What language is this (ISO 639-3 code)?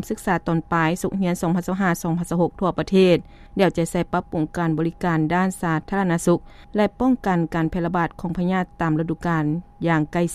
lao